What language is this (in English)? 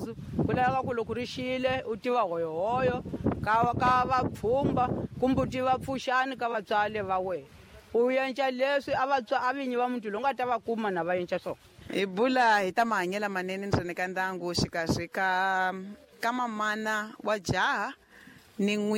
Tsonga